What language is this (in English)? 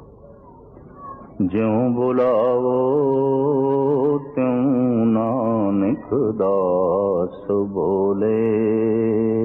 Punjabi